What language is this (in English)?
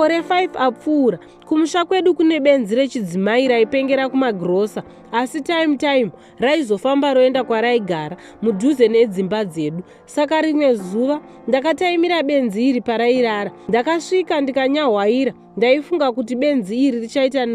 Shona